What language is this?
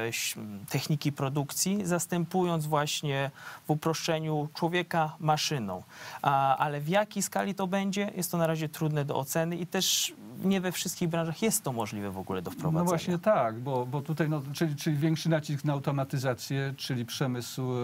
Polish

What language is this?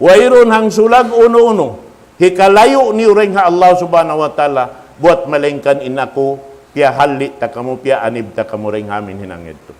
Tausug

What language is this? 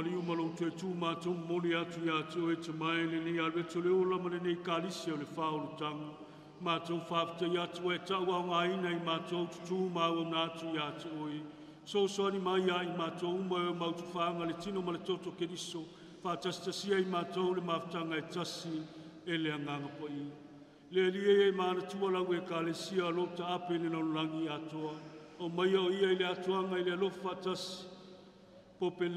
Samoan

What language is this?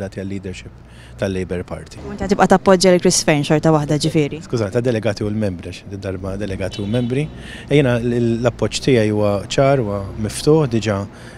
Maltese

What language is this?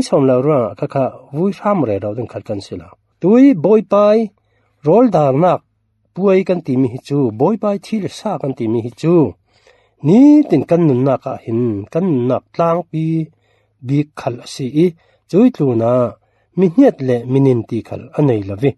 Falam Chin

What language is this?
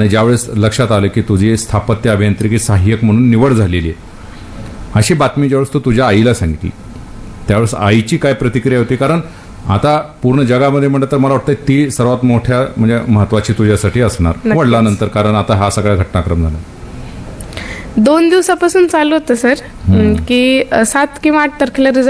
Marathi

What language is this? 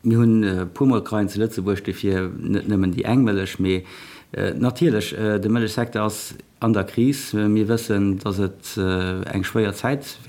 Luxembourgish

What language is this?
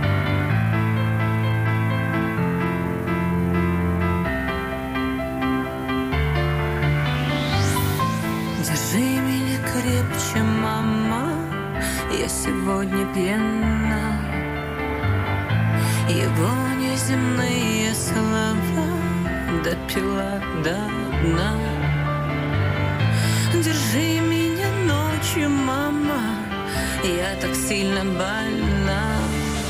Russian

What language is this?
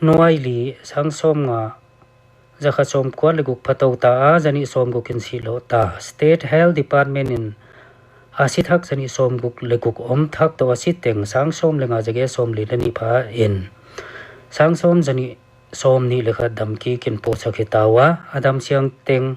Paite Chin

